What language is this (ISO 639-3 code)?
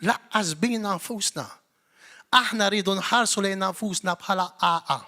mlt